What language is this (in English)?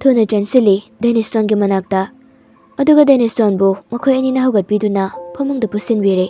Manipuri